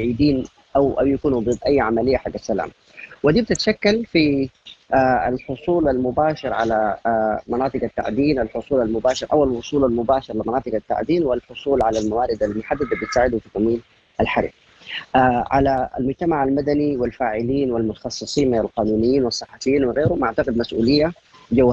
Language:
Sudanese Arabic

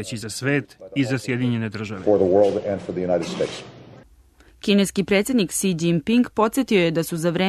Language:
Serbian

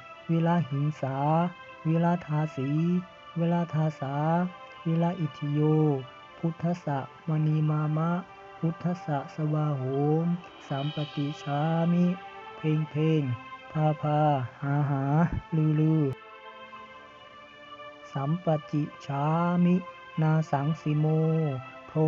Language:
Pali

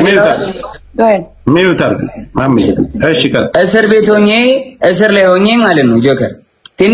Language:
Amharic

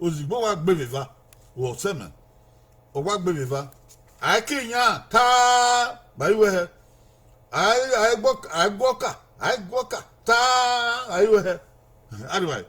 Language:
Bini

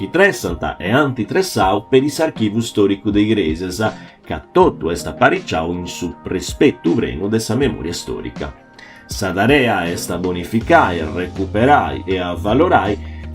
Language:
Sardinian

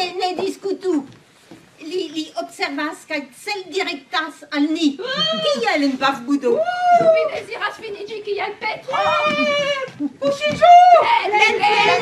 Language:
Esperanto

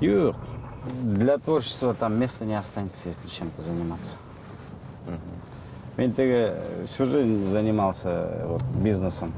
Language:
Bashkir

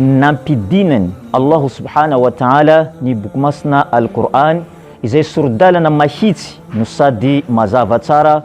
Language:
Malagasy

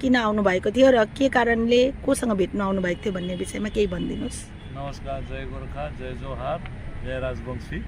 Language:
Nepali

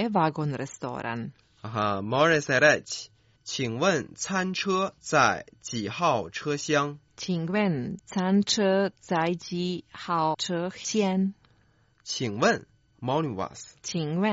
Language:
Croatian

